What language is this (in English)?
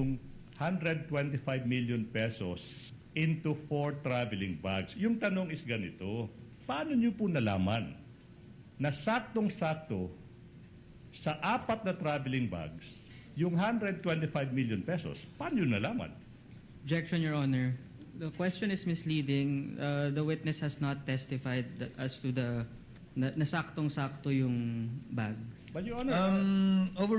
Filipino